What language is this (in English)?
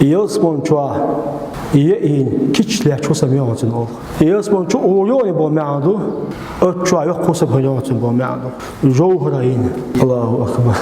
Chechen